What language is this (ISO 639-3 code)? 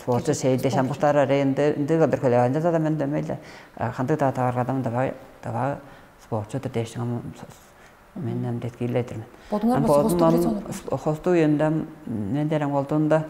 tyv